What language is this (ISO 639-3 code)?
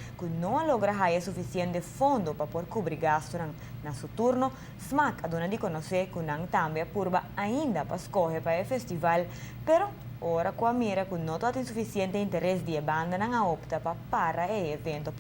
pap